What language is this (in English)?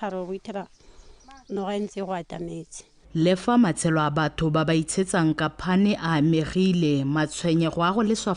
Tswana